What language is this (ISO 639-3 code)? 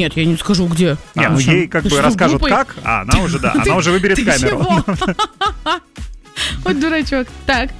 rus